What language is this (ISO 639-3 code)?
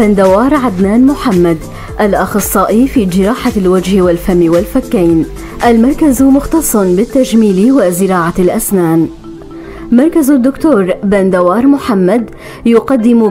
apc